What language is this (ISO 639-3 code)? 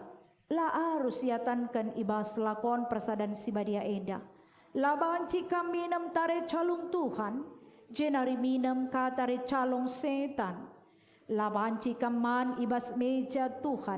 btx